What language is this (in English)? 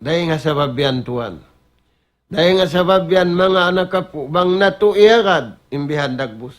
Tausug